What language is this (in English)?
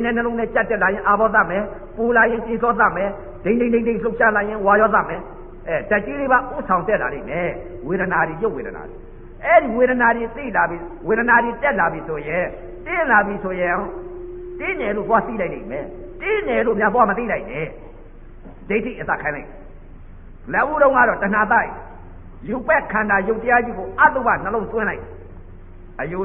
Burmese